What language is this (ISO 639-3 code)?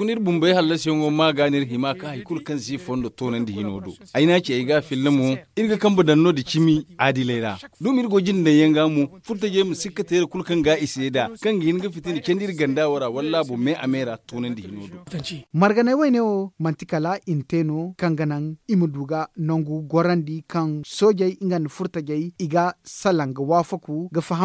dje